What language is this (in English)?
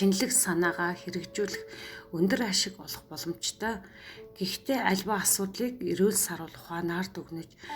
Mongolian